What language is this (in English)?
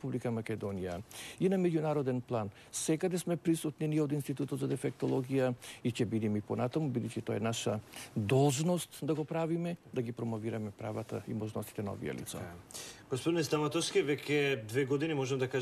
Macedonian